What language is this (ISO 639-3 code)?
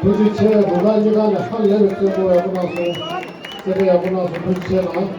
bod